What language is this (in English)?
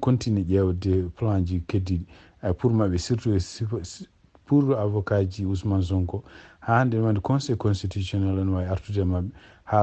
Fula